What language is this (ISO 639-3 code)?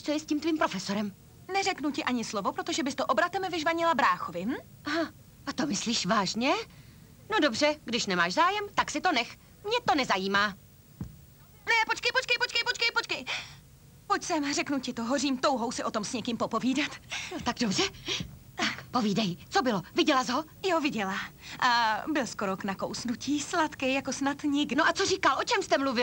ces